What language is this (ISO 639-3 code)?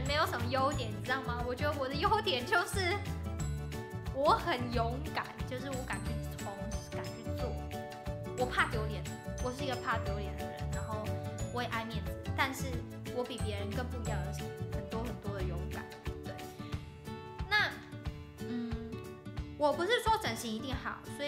zho